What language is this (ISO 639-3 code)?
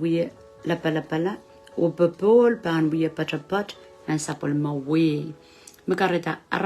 pon